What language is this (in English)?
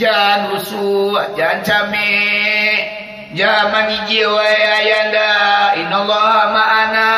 Minangkabau